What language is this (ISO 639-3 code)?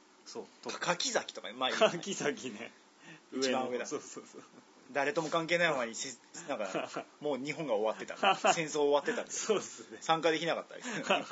jpn